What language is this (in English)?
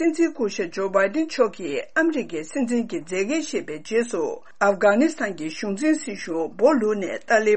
Tibetan